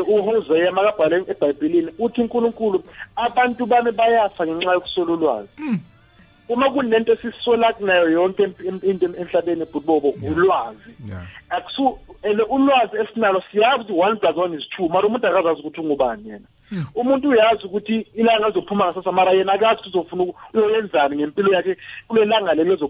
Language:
South Ndebele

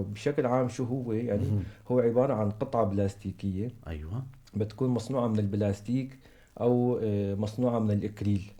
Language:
North Levantine Arabic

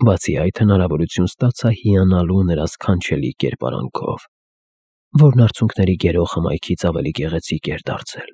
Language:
Armenian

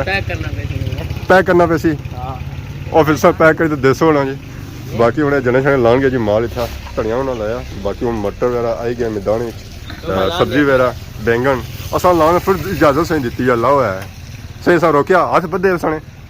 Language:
Pahari-Potwari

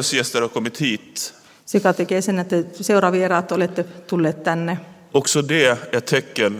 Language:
Swedish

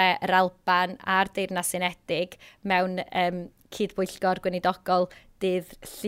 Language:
Welsh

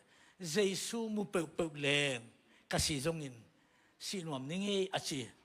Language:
Tedim Chin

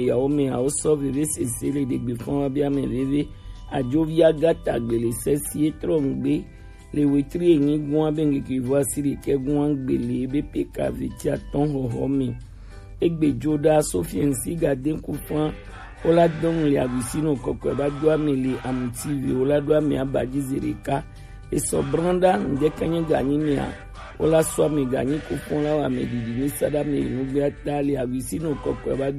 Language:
Gen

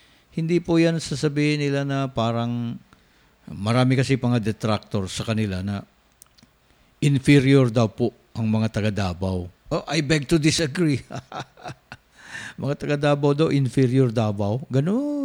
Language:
Filipino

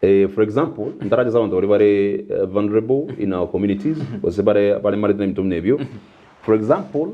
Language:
Gusii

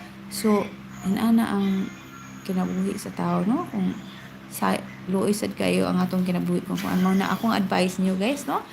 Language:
Cebuano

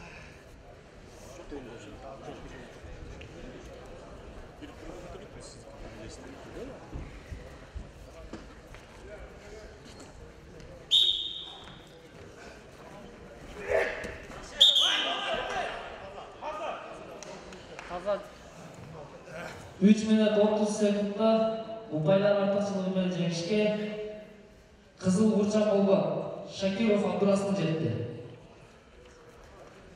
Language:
Kazakh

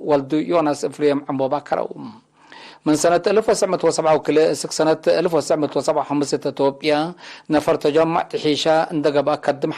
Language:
Tigre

